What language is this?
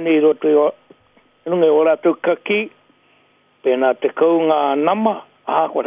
Māori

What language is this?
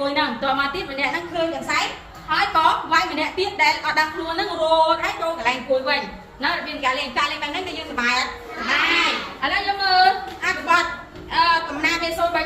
Khmer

